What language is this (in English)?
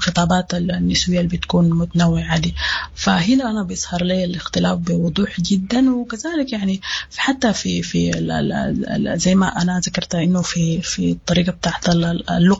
Sudanese Arabic